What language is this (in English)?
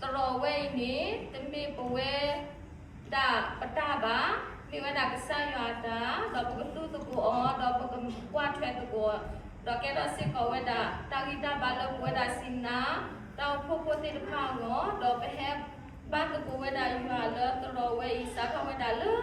S'gaw Karen